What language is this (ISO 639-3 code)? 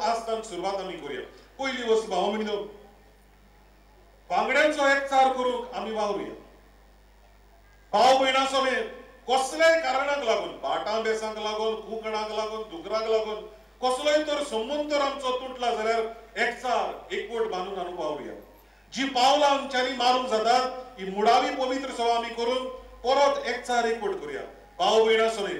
kok